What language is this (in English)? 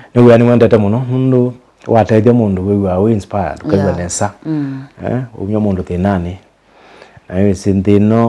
Kamba